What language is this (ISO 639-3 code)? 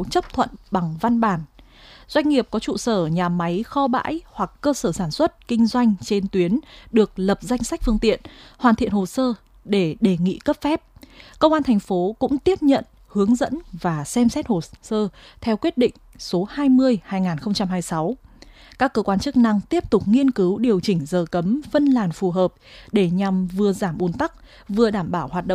vie